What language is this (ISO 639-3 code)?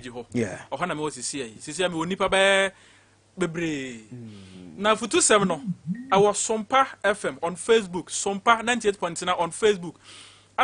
aka